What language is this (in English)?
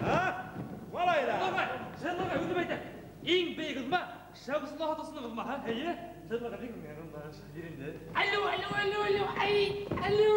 Bashkir